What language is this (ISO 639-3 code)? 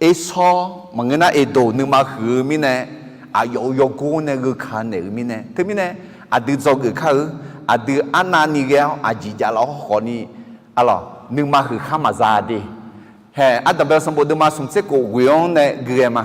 ahk